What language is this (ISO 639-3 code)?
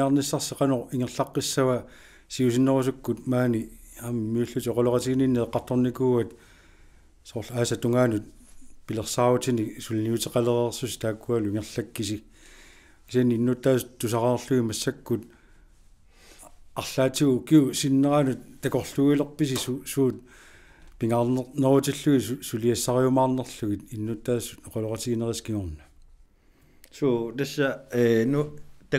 kal